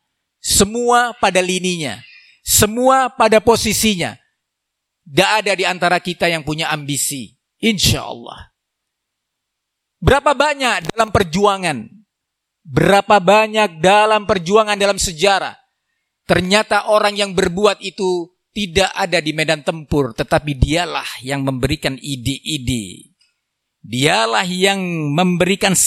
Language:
Indonesian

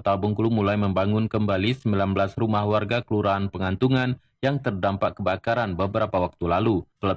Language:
Indonesian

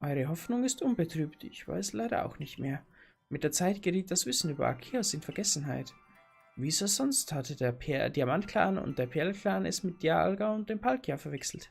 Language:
Bavarian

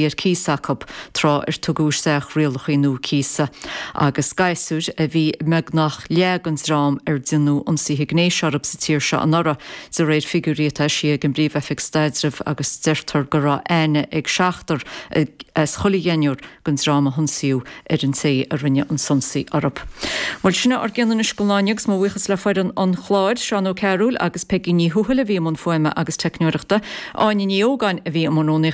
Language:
Irish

